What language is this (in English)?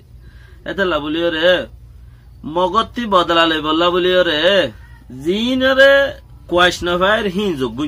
Rohingya